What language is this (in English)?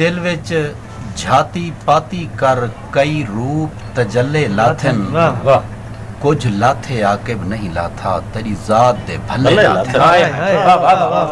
Saraiki